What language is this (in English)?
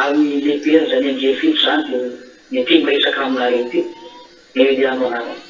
Malagasy